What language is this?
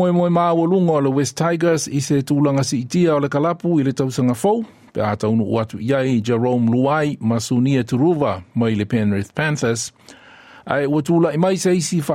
Samoan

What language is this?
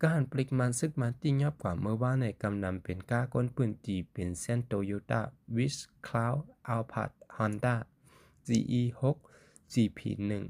Shan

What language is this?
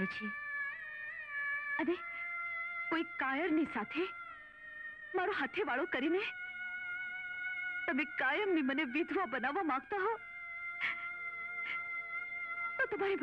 Gujarati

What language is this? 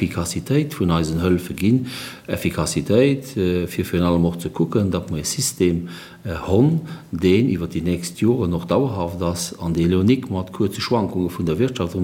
Luxembourgish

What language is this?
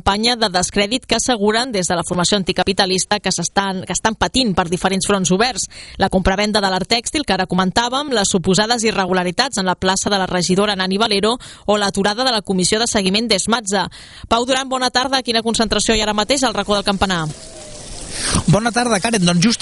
Catalan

